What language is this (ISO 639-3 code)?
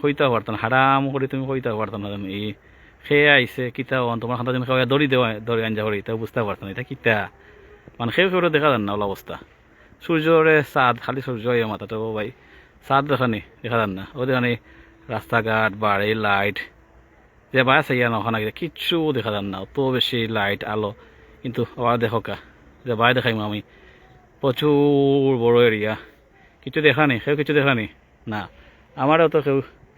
syl